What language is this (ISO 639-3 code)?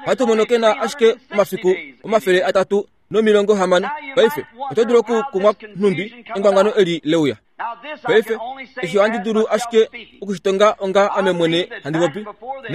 kua